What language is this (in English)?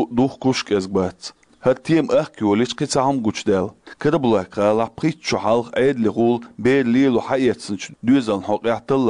Chechen